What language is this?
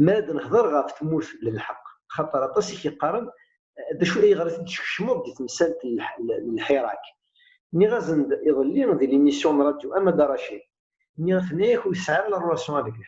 Kabyle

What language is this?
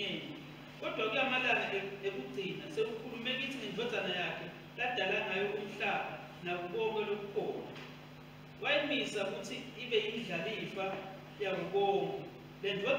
Swati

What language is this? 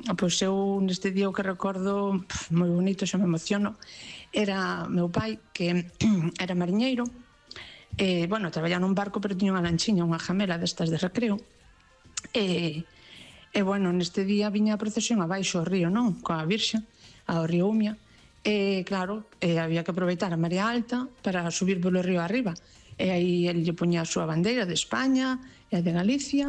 Galician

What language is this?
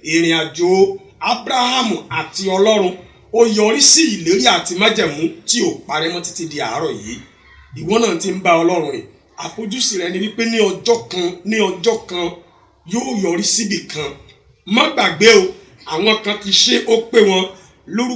Yoruba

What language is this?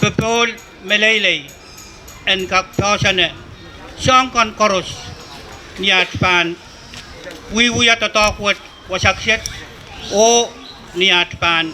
Pohnpeian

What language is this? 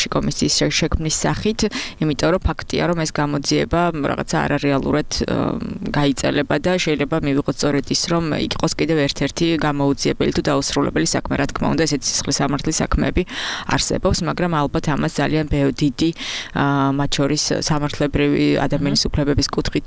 Georgian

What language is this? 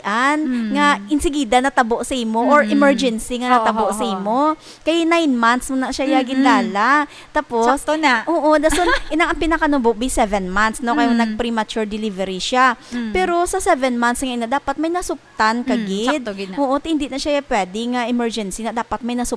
Hiligaynon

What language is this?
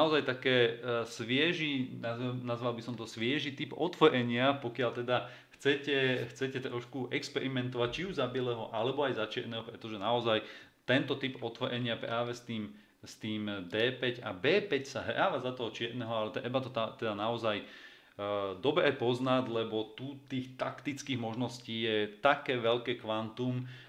Slovak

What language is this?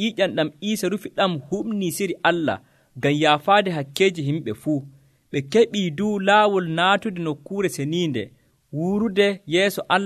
Nigerian Fulfulde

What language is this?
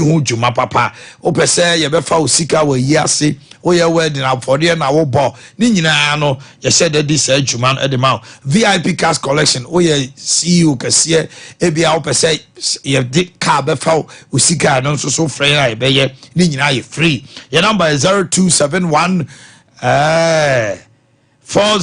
Akan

